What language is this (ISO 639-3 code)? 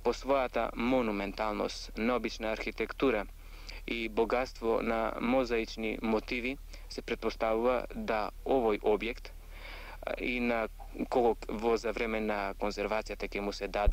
mkd